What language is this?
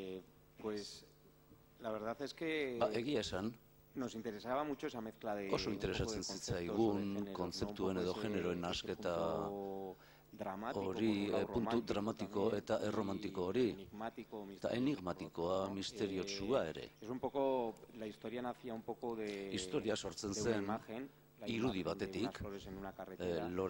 Basque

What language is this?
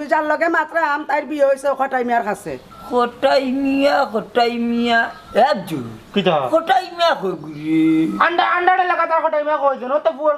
Sylheti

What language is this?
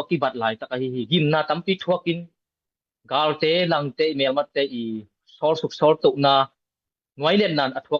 Tedim Chin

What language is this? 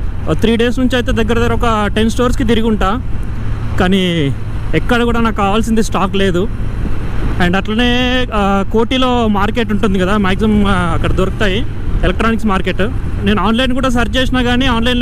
Telugu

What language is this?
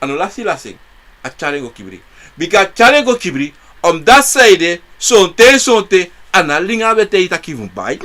Sranan Tongo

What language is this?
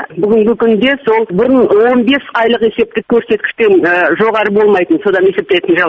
Kazakh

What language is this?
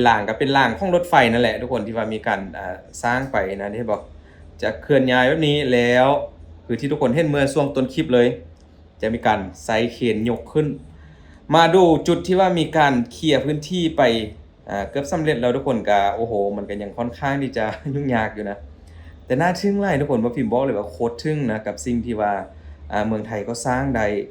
Lao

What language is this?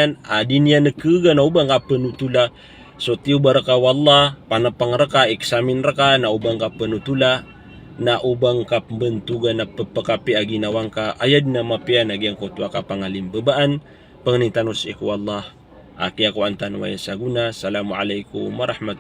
Maranao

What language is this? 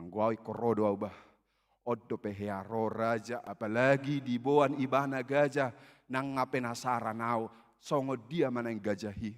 Batak Toba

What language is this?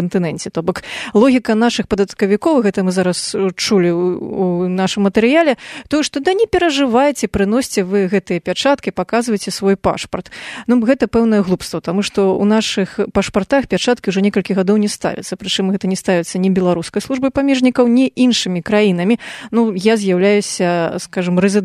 Belarusian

